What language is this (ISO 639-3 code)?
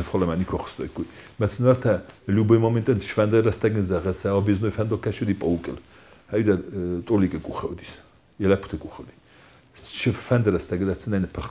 oss